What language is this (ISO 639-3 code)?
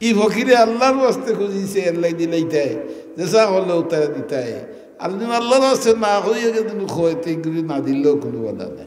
syl